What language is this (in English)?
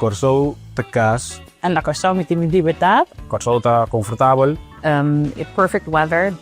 Papiamento